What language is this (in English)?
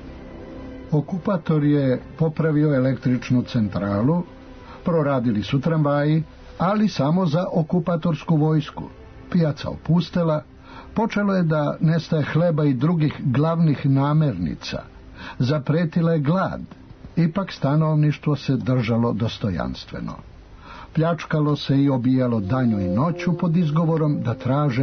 Serbian